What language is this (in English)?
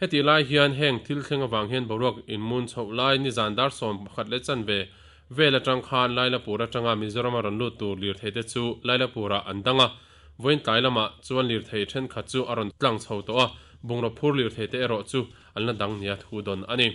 Mizo